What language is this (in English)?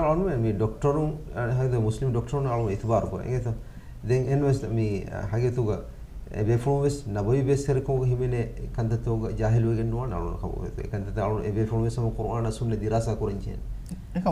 Divehi